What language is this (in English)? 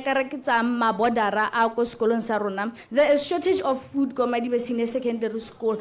Tswana